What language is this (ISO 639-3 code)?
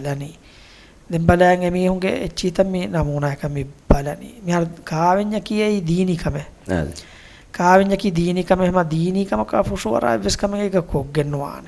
div